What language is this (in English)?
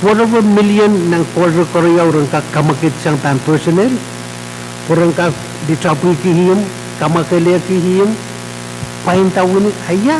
Pohnpeian